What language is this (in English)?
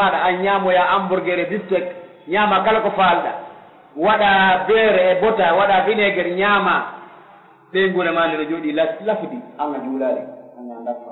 Pular